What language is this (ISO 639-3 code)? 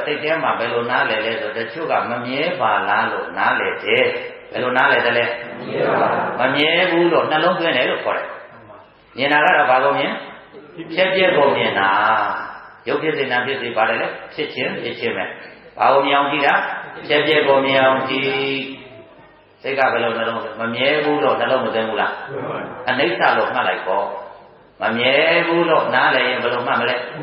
mya